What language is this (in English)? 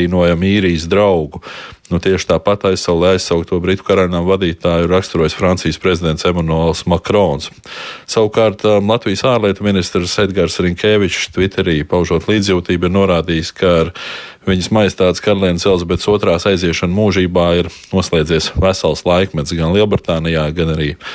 Latvian